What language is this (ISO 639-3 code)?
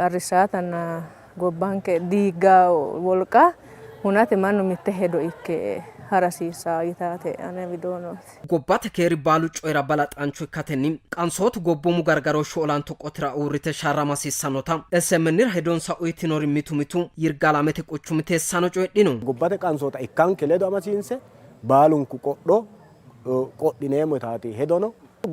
sid